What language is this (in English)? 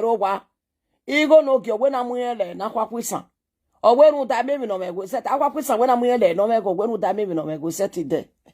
Nigerian Pidgin